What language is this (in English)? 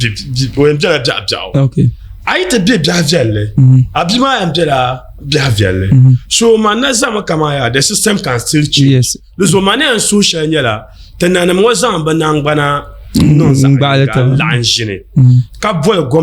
Dagbani